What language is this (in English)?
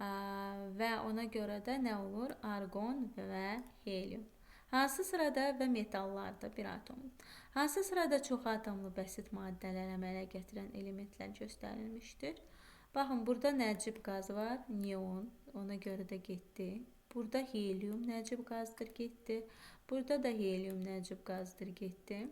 Azerbaijani